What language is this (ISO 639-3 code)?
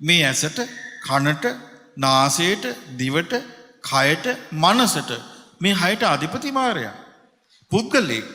sin